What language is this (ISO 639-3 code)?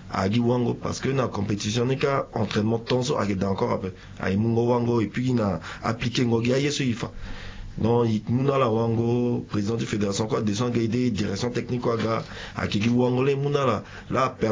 sag